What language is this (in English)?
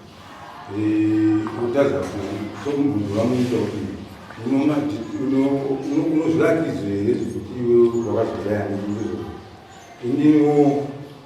Shona